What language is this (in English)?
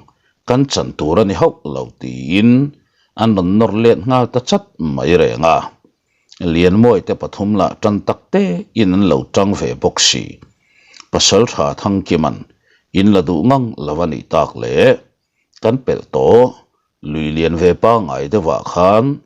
Mizo